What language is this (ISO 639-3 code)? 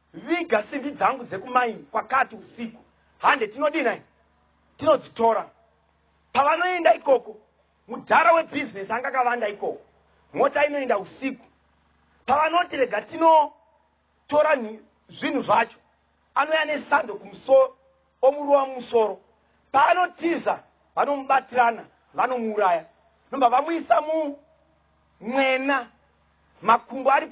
sna